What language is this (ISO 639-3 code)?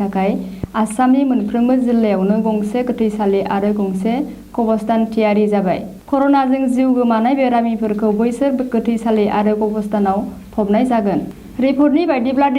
brx